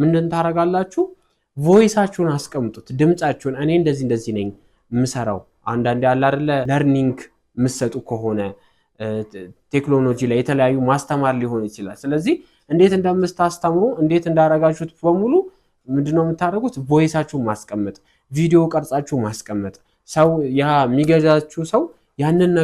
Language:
Amharic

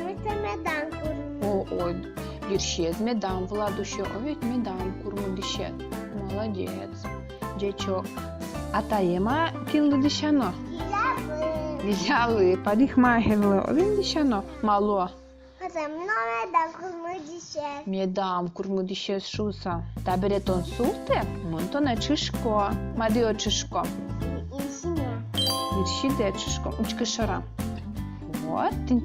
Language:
Udmurt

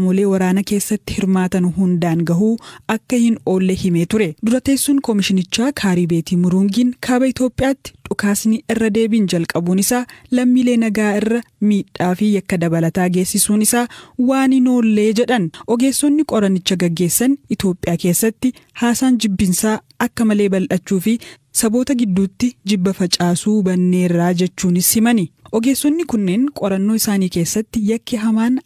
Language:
Oromo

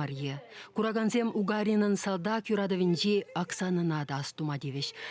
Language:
Chuvash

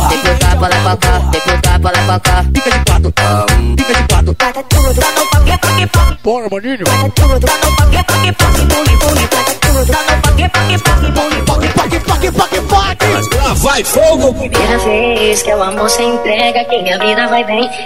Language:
Portuguese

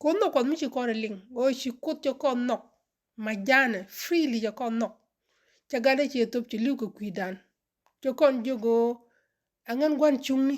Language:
Nuer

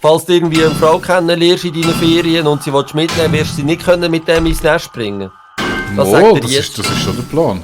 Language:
Swiss German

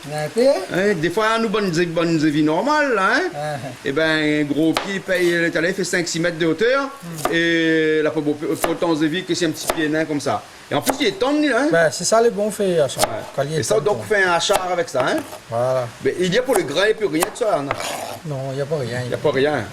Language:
Réunion Creole French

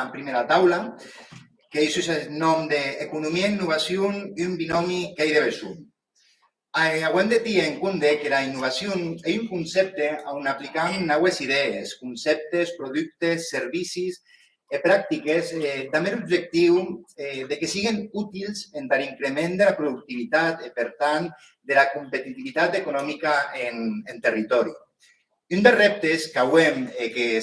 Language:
Occitan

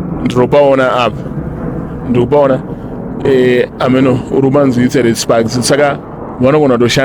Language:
Shona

